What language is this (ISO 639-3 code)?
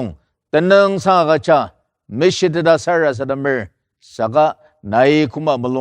njo